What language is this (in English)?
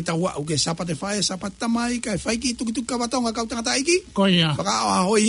Tongan